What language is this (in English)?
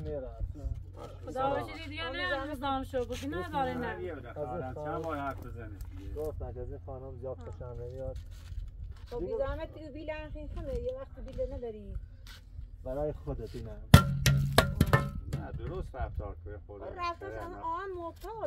Persian